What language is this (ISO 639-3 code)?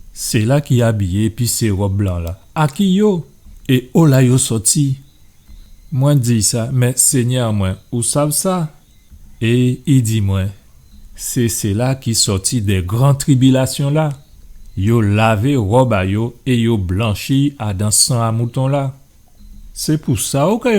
gcf